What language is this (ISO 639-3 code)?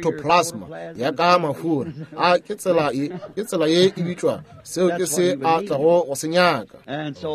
nso